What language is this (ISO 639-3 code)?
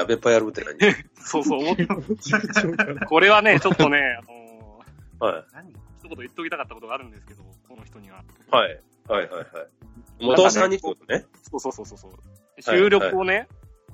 jpn